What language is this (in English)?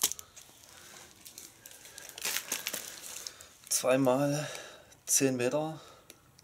German